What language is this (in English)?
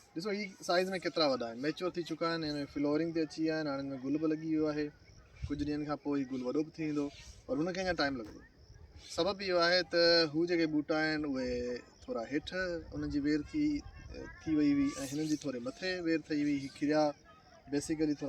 Sindhi